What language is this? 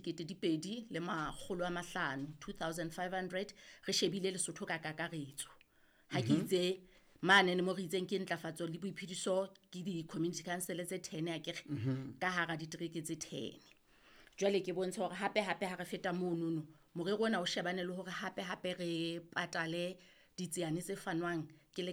Southern Sotho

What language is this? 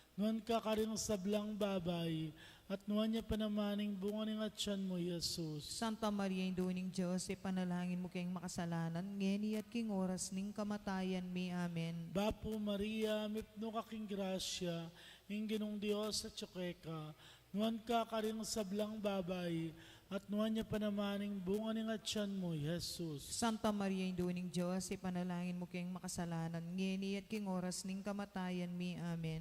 Pampanga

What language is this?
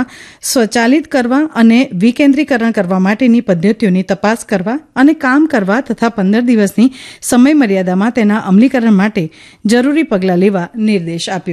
Gujarati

